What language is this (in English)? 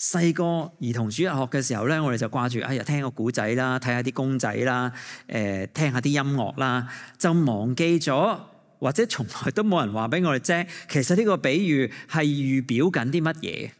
Cantonese